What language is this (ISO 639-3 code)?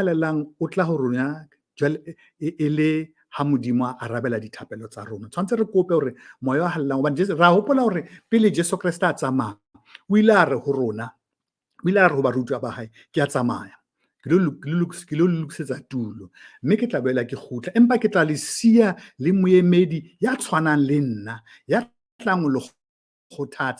sot